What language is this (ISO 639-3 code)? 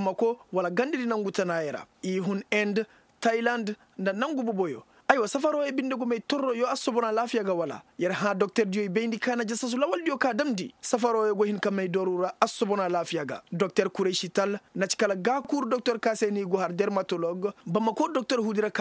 ses